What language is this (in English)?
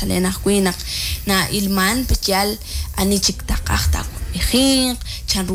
Kekchí